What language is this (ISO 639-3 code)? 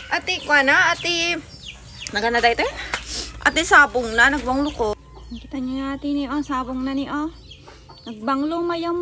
ilo